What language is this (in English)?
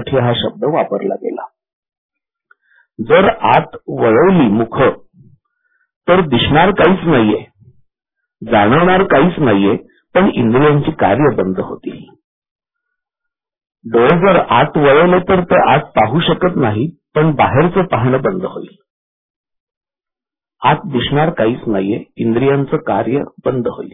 Marathi